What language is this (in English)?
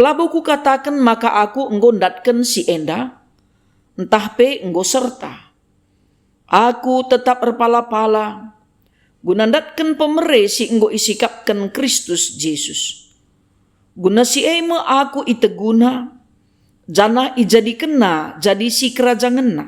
Batak Karo